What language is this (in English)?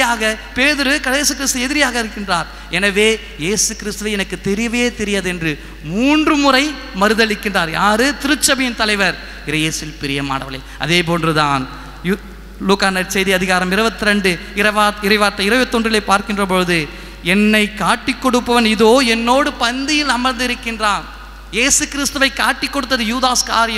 Tamil